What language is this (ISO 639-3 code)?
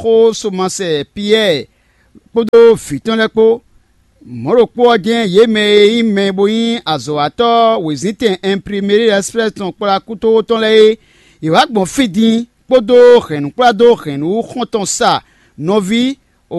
fon